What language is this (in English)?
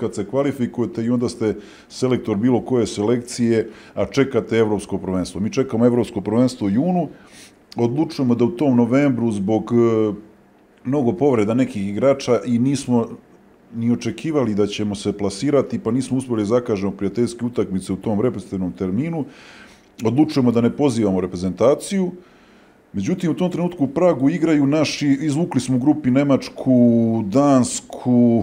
Serbian